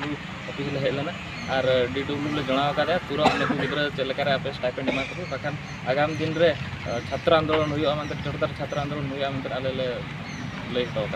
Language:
Santali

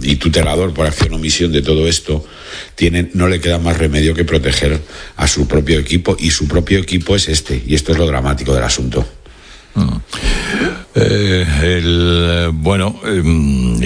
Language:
Spanish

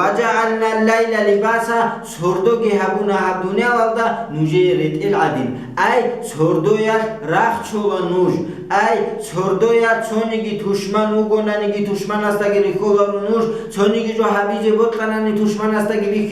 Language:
Avaric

